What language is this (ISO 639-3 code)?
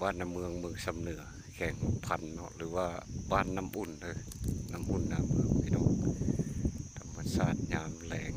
lao